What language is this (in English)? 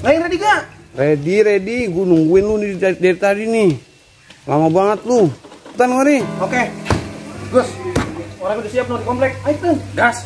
Betawi